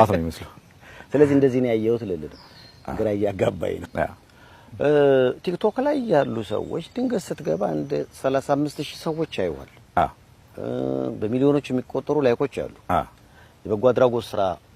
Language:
Amharic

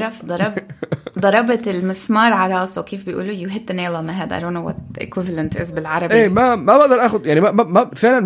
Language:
North Levantine Arabic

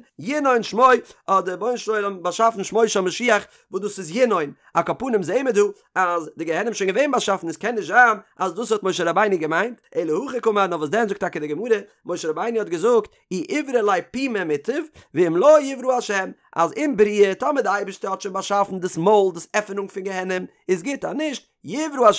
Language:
Yiddish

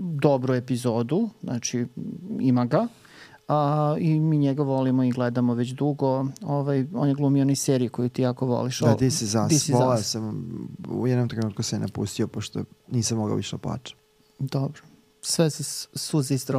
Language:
Serbian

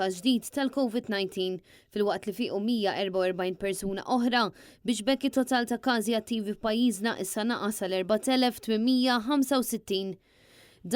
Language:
Maltese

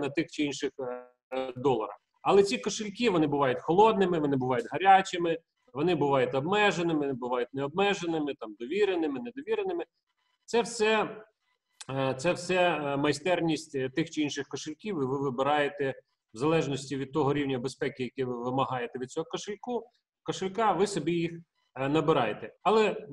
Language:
Ukrainian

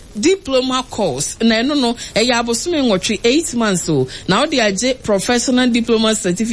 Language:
Akan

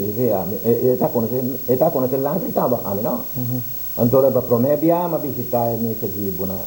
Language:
Papiamento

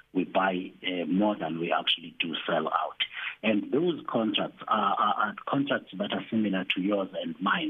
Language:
English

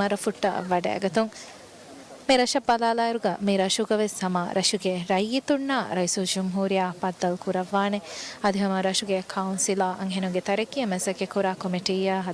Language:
Divehi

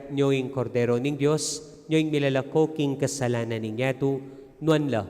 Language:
Pampanga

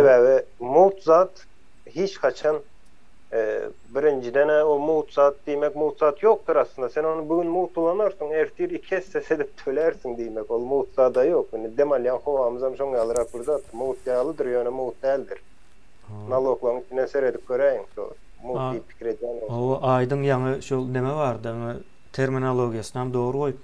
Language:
Turkmen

